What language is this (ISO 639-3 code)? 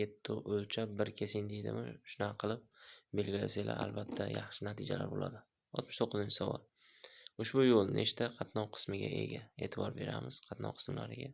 uzb